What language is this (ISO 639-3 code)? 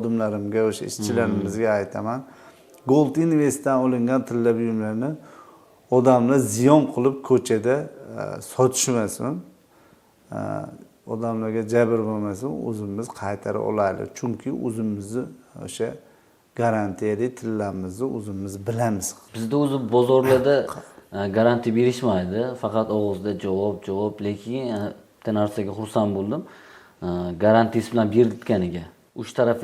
uzb